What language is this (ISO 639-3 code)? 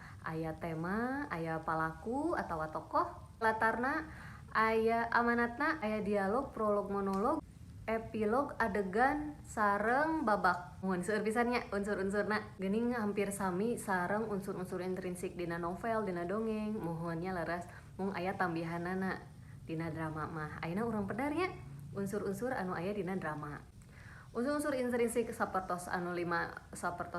sun